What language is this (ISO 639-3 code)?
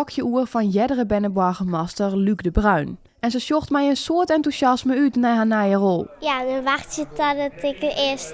fry